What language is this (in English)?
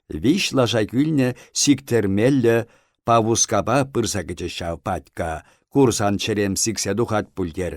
Chuvash